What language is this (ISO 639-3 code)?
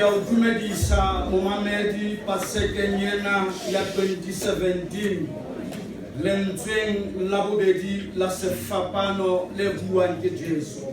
sot